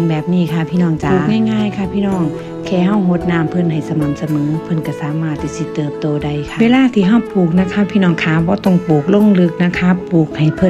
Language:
Northeastern Thai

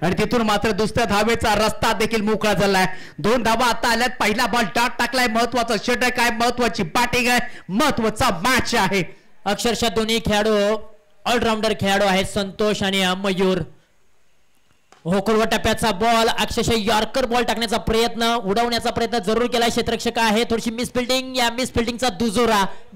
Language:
Marathi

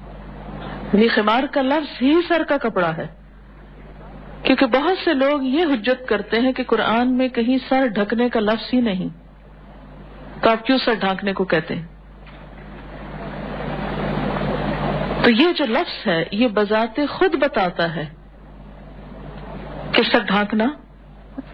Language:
Urdu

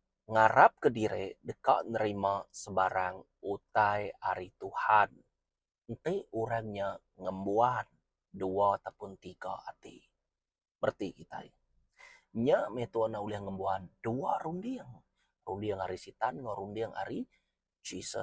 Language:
Iban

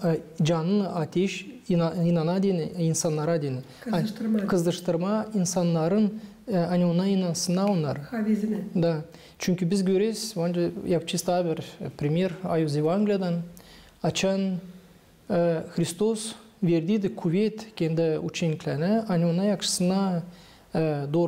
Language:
Gagauz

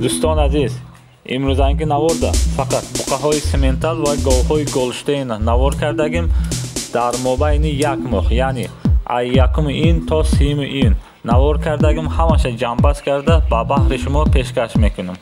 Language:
Tajik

